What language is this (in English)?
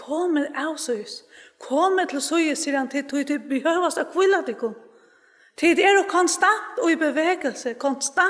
Faroese